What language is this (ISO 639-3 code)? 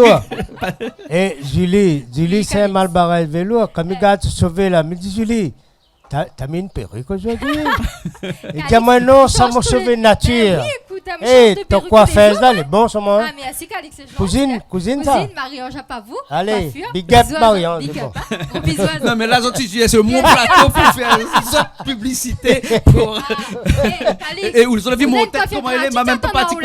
rcf